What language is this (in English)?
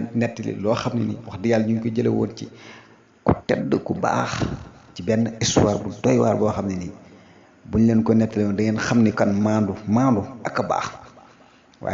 Wolof